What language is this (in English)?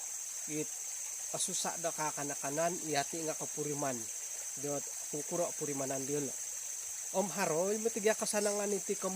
Central Dusun